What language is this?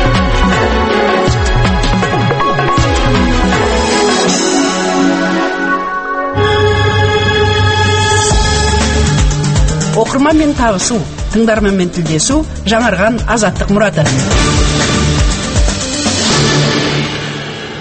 Kazakh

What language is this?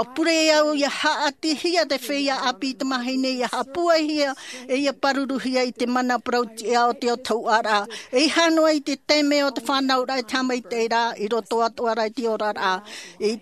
Tahitian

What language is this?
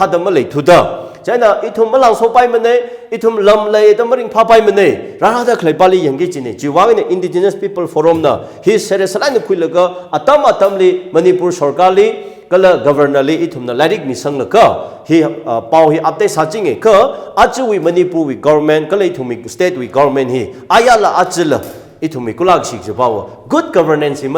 Tangkhul Naga (India)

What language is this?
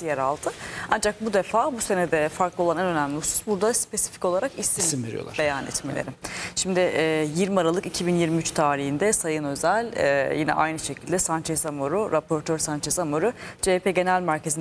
Turkish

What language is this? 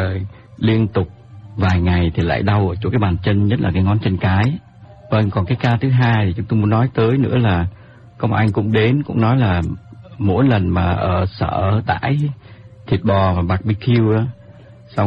Vietnamese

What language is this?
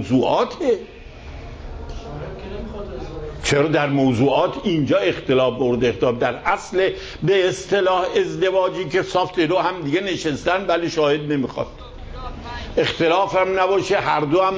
Persian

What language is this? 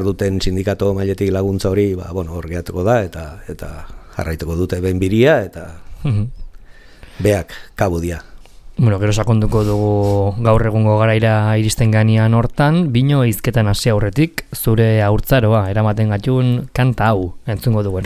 Basque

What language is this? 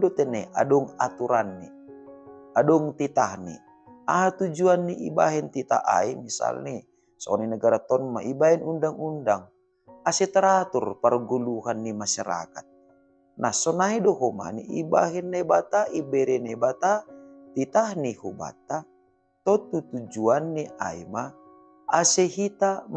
Batak Simalungun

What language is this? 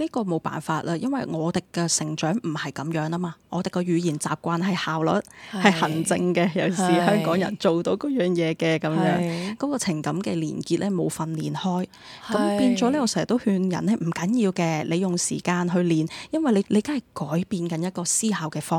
Cantonese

